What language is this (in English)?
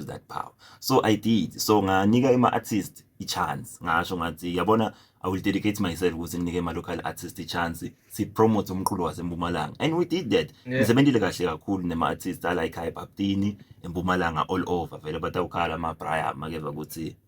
Zulu